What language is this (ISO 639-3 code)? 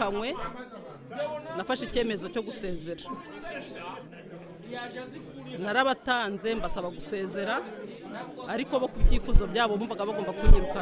kin